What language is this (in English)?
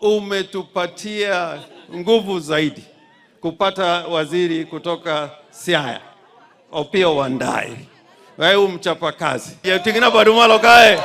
Gusii